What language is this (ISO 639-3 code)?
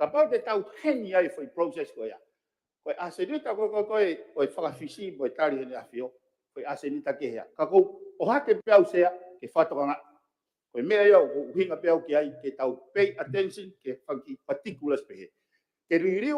ton